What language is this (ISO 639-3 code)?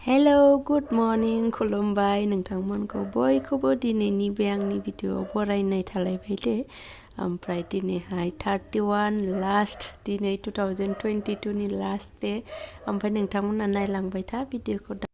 brx